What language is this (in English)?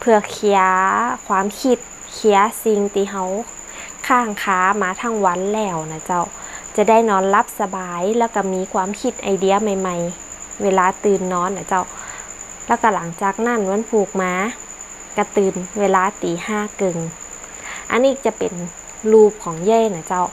Northern Thai